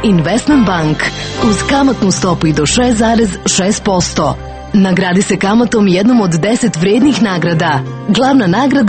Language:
Croatian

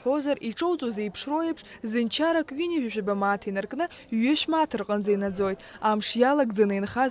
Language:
Abkhazian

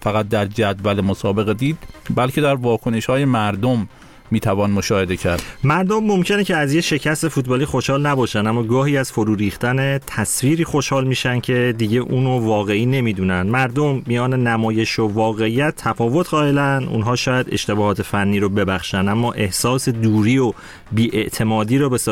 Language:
Persian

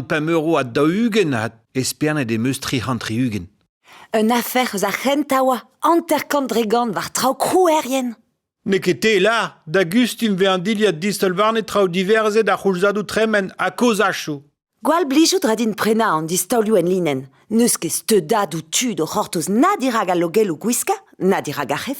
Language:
Breton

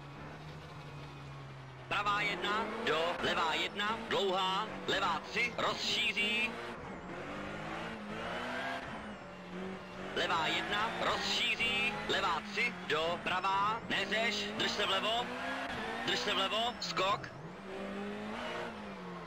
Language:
Czech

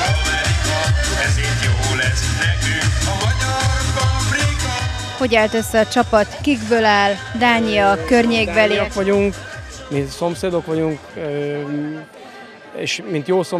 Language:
Hungarian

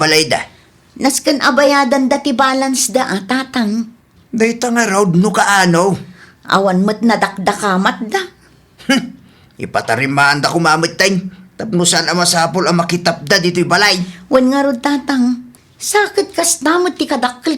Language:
Iloko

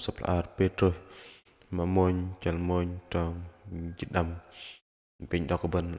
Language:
Bahnar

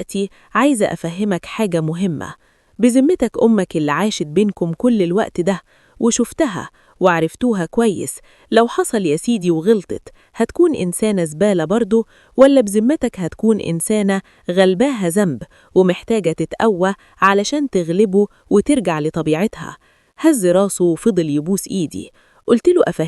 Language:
Egyptian Arabic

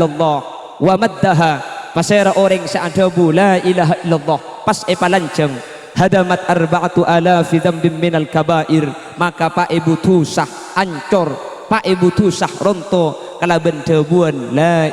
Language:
Madurese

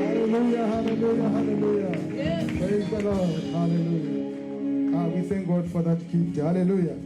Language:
Tswana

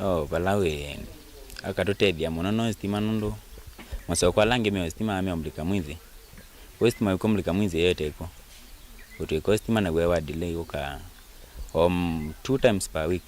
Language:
Kamba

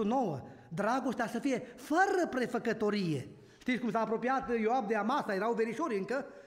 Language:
Romanian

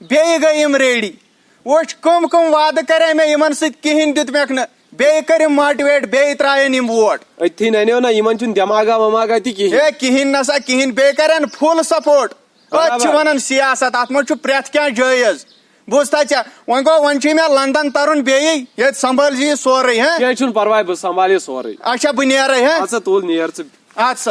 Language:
Kashmiri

